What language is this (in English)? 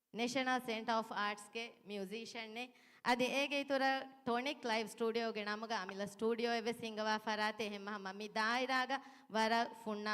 Divehi